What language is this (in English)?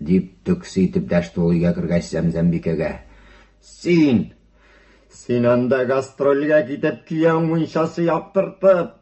Tatar